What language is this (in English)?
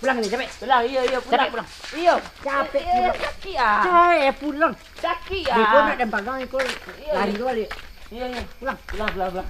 Minangkabau